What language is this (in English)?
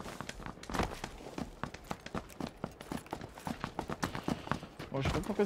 French